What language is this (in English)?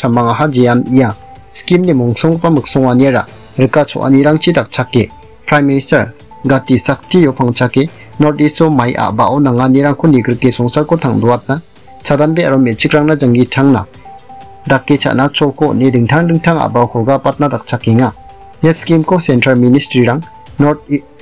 Garo